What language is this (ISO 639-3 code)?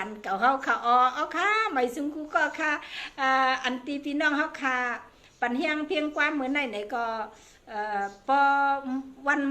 shn